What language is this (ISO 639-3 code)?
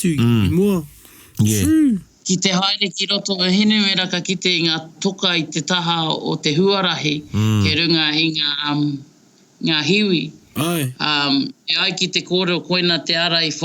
mri